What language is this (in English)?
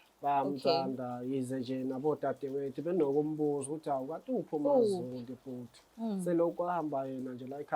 Zulu